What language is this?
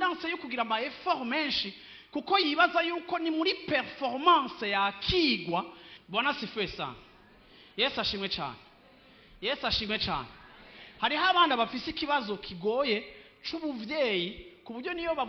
Rundi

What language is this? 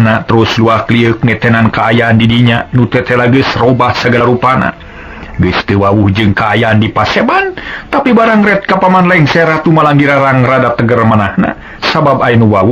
Sundanese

